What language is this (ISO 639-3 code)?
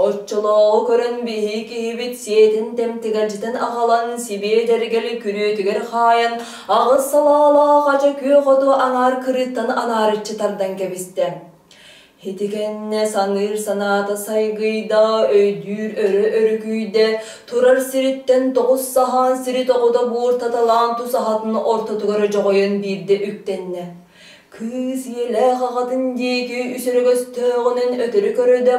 sah